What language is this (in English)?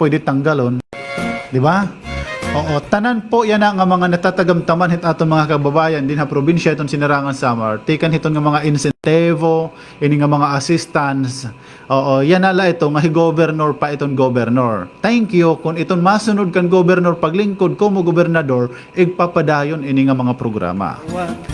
Waray